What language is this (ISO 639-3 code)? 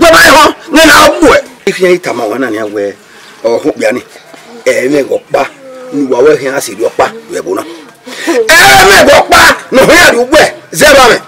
bin